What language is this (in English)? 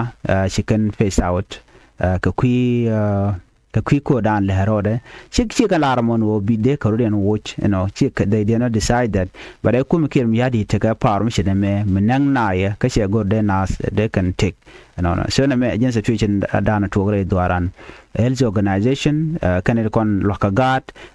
Nuer